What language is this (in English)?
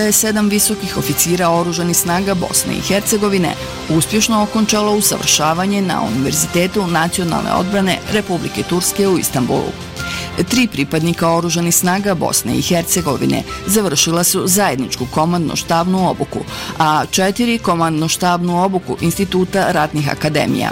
Bosnian